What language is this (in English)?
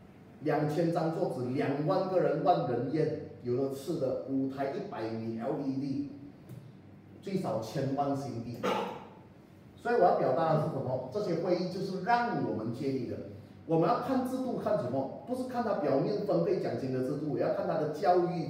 Chinese